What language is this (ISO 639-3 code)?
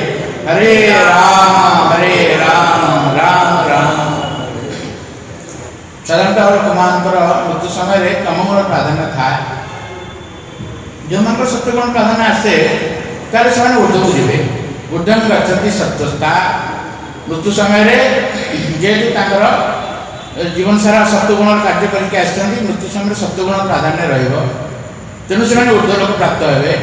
ori